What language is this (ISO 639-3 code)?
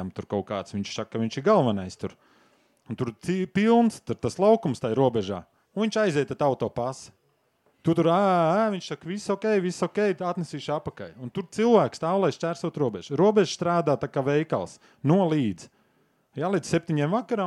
lav